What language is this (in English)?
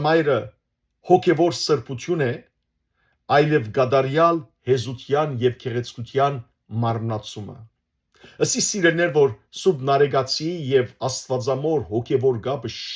Western Armenian